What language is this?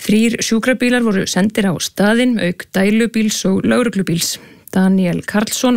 Icelandic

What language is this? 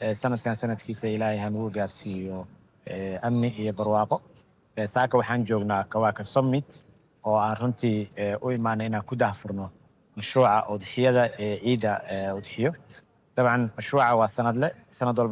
Somali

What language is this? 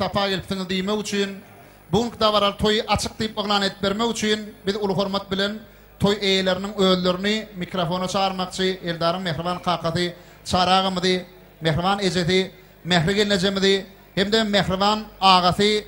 Turkmen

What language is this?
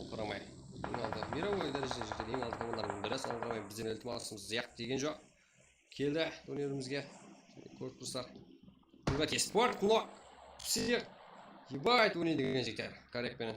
Kara-Kalpak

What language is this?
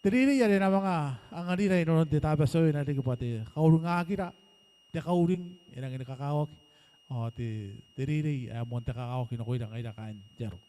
Gilbertese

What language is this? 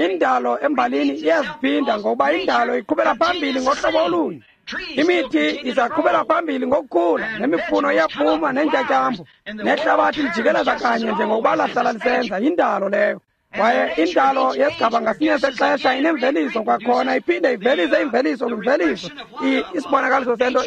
Xhosa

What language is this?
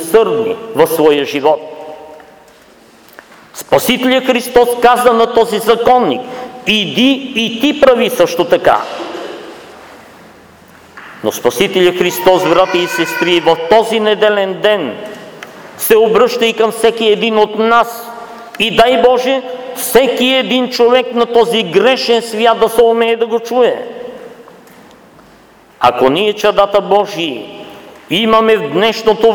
Bulgarian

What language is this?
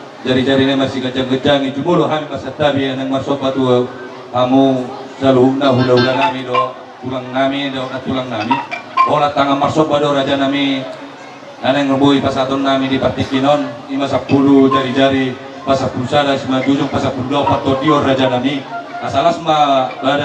Batak Toba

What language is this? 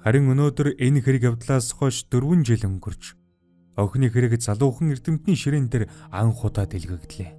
Mongolian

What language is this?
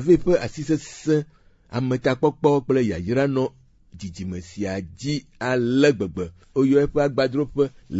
Ewe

